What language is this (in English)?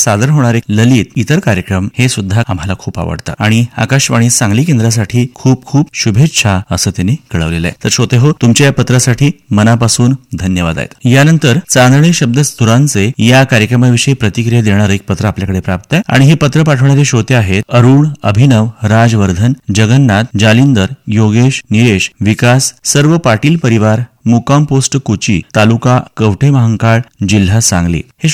Marathi